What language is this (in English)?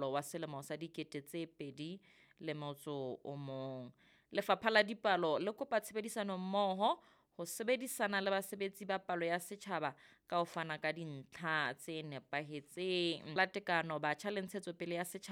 Southern Sotho